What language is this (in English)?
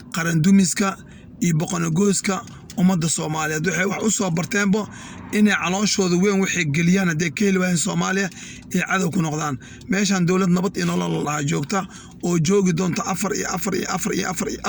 Somali